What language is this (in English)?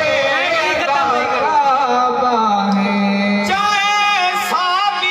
Saraiki